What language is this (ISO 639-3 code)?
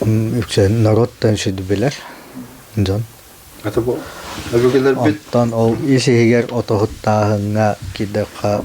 sah